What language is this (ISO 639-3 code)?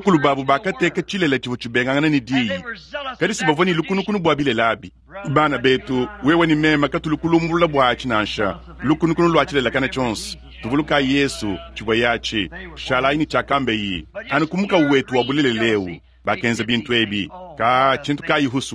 lua